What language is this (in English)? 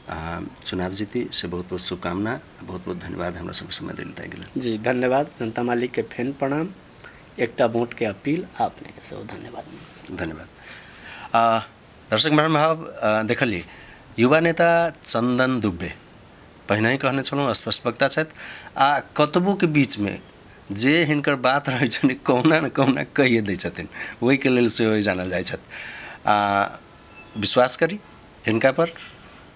Maithili